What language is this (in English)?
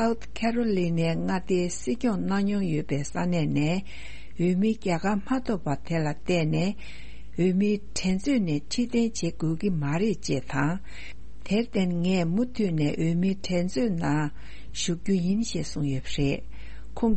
Tibetan